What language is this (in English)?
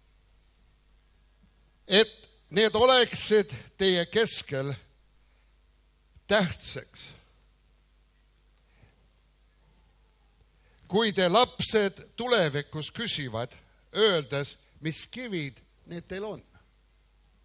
Estonian